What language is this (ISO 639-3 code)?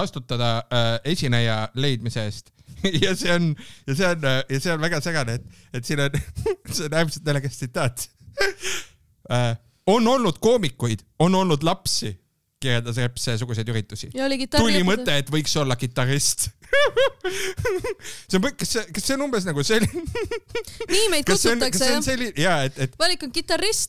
est